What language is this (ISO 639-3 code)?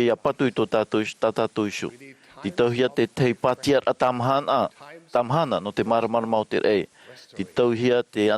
tah